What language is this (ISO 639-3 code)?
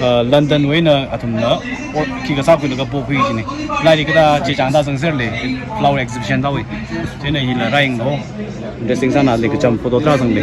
nmf